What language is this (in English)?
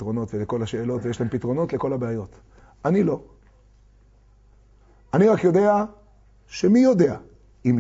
Hebrew